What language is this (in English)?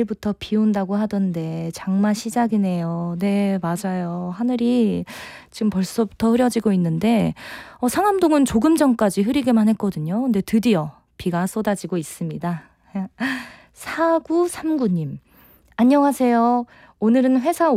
Korean